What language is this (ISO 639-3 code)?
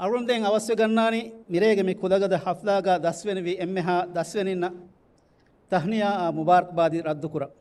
div